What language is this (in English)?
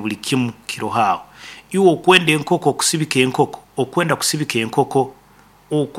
Nyoro